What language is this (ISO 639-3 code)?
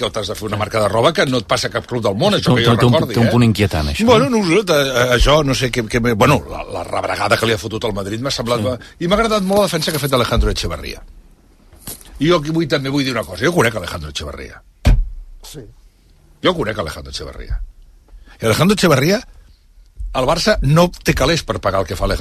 cat